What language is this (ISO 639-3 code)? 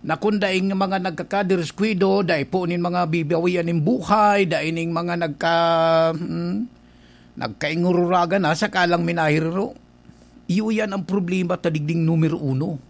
bik